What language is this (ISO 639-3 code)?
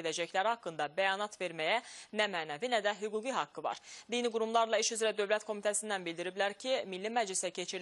aze